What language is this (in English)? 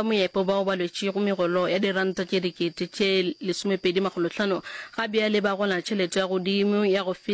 Northern Sotho